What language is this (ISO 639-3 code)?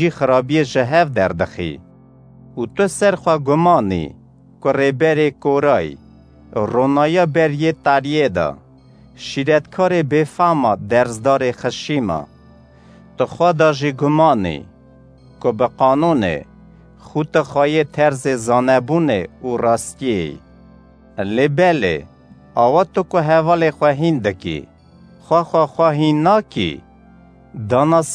kur